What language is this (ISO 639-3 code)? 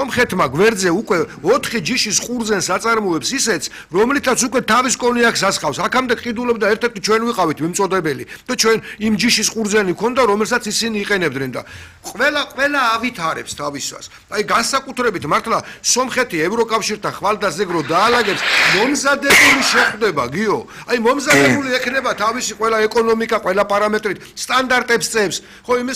kat